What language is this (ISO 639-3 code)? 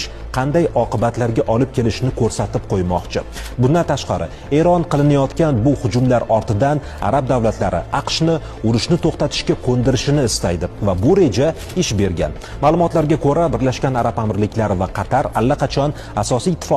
uzb